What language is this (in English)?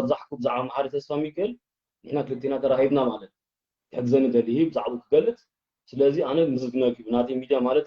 Tigrinya